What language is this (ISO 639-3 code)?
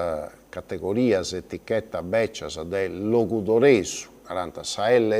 srd